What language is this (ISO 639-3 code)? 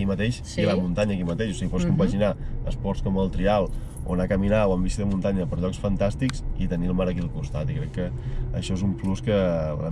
cat